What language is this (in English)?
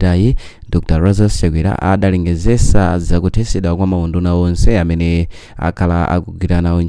Nyanja